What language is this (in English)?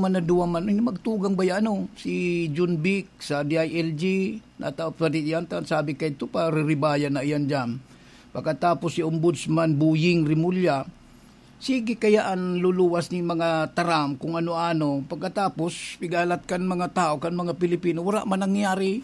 Bikol